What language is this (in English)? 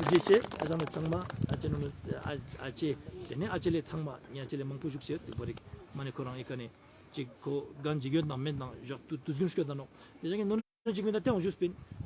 Ladakhi